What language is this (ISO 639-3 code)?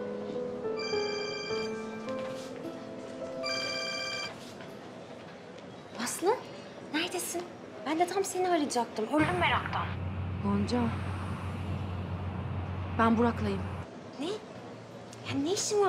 tur